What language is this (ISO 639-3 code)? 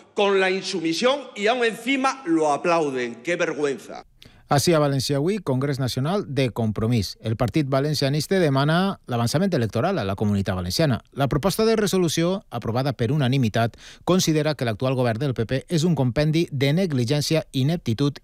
cat